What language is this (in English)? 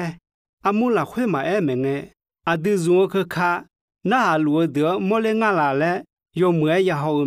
Akha